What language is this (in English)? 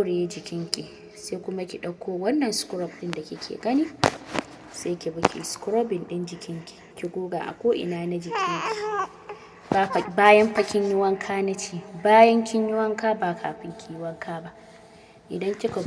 Hausa